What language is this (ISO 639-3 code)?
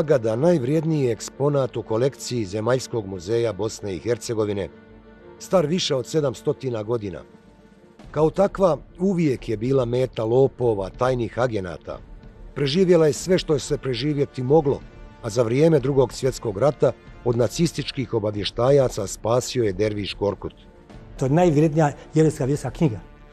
bos